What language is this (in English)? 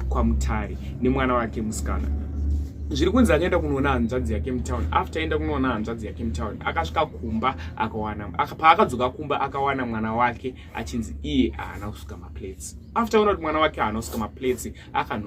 Shona